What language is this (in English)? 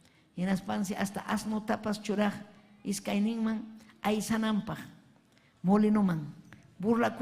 Ayacucho Quechua